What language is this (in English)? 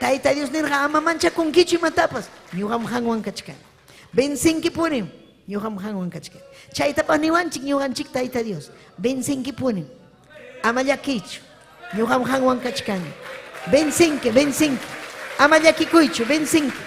Ayacucho Quechua